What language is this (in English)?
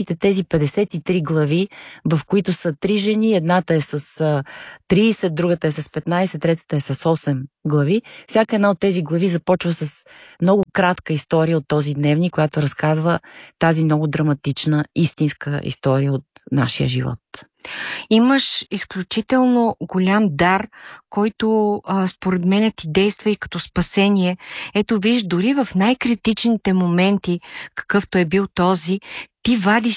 Bulgarian